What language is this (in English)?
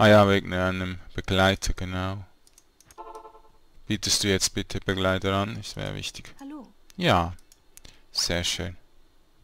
German